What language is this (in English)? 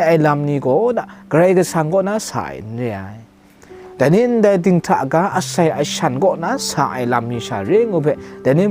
Kachin